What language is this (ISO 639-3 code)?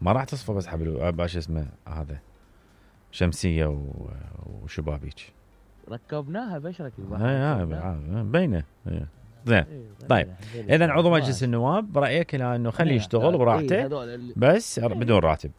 acm